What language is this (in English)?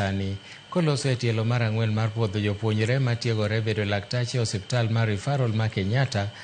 Luo (Kenya and Tanzania)